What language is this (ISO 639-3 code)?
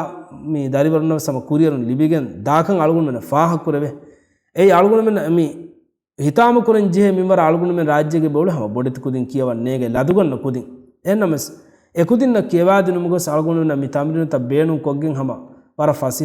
div